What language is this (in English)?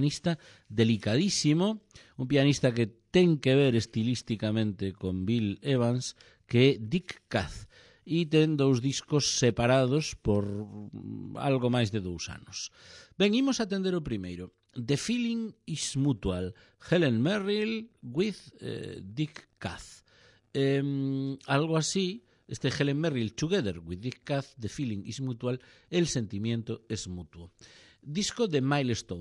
Galician